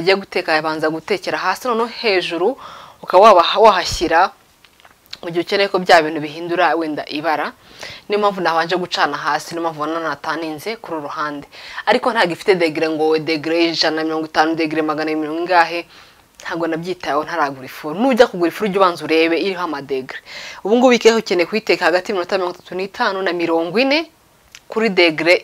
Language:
Kinyarwanda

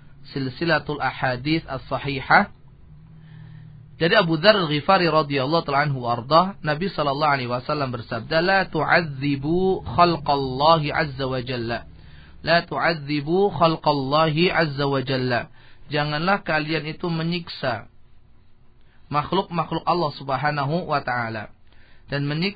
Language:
Indonesian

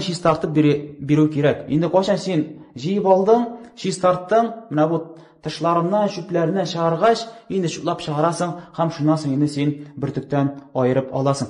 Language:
Tatar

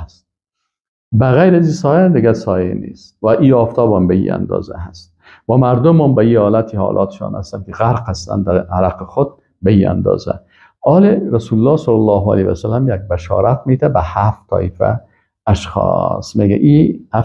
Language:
Persian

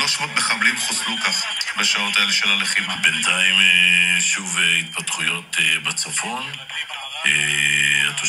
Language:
Hebrew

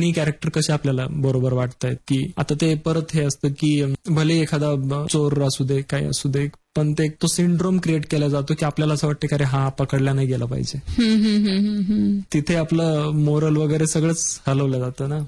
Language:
Marathi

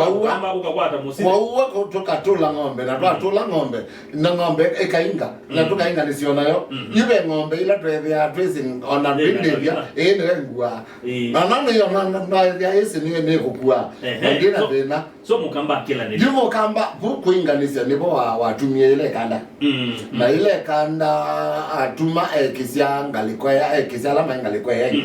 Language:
Kamba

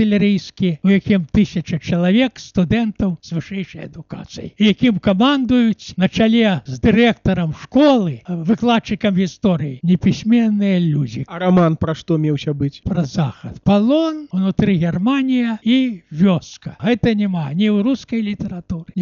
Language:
Belarusian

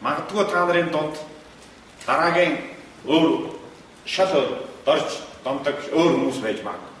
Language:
Mongolian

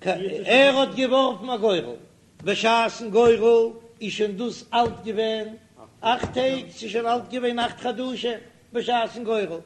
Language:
Yiddish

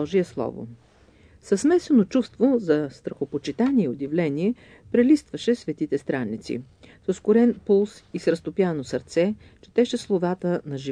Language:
Bulgarian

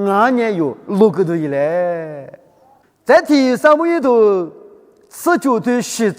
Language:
Lisu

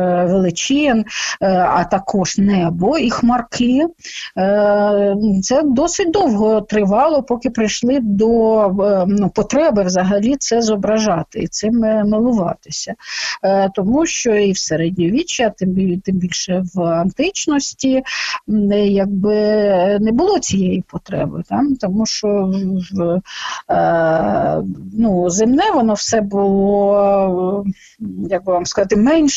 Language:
Ukrainian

